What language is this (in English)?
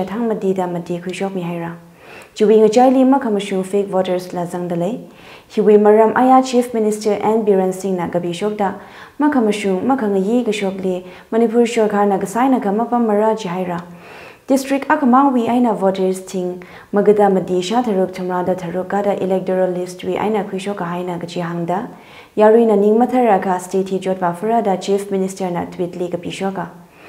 Tangkhul Naga (India)